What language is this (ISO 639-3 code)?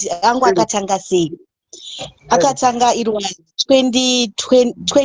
sna